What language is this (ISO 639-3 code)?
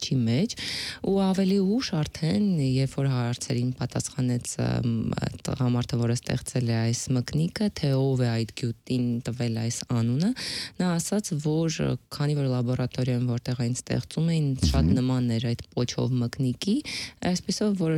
hye